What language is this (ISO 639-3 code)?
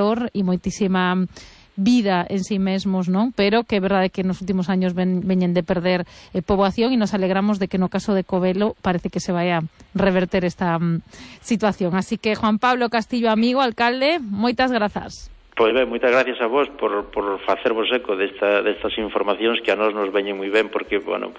glg